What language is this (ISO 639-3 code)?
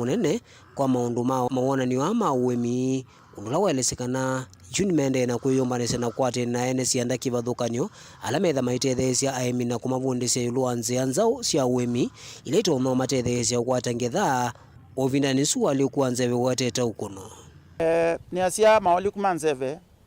kam